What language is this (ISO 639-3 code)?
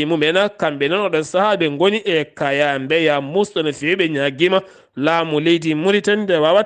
ful